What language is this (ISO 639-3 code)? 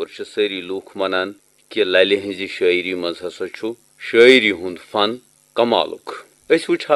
kas